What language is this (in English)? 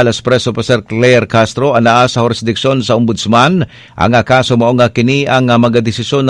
Cebuano